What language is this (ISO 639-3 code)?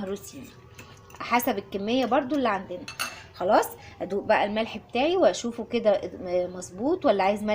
arz